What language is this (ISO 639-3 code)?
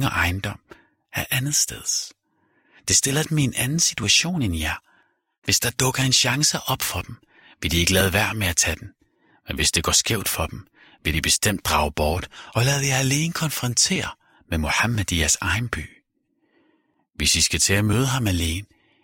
dan